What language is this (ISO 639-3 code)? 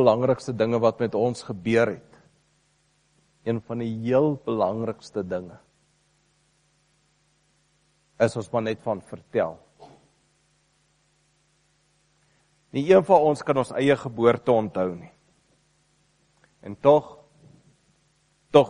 afr